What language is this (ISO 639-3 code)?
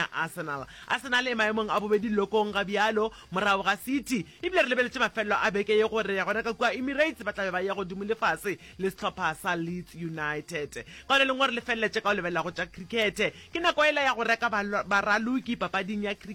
nso